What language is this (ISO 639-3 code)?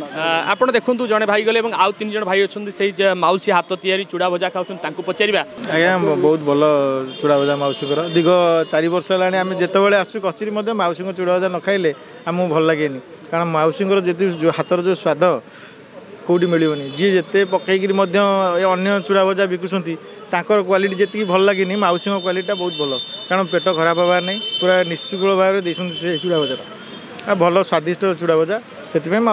ori